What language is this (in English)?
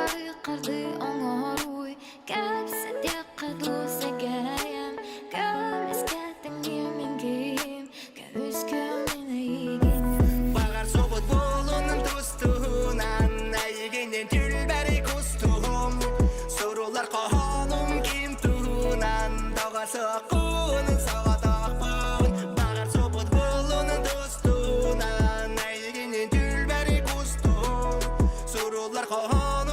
Yakut